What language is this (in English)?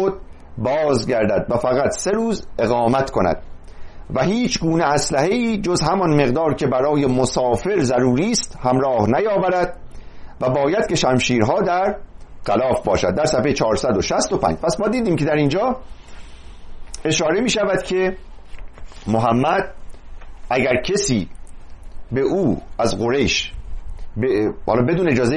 Persian